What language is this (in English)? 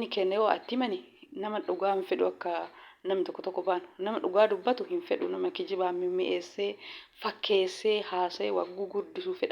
Oromo